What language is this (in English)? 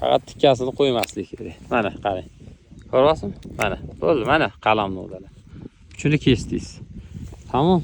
Uzbek